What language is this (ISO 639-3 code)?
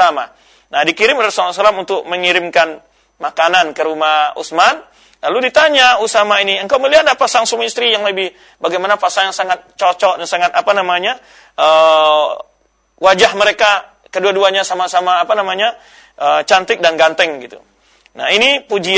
ind